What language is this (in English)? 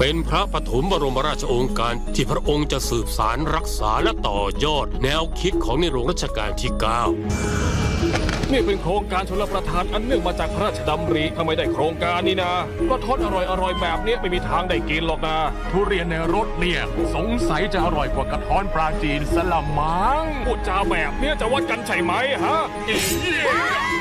Thai